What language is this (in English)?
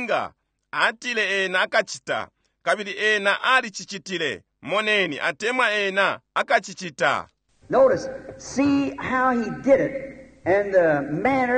Bemba